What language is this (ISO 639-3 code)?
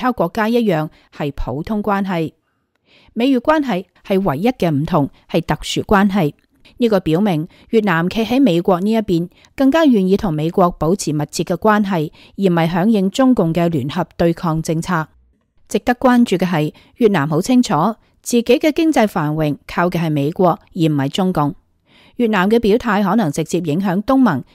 yue